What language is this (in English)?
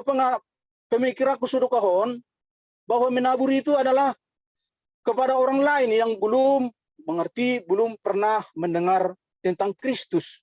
Batak Simalungun